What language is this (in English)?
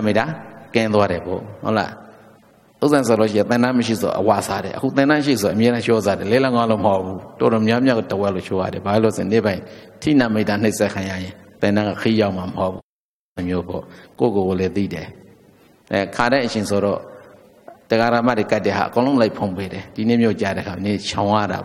Burmese